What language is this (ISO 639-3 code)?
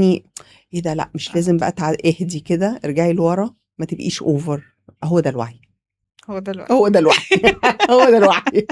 arz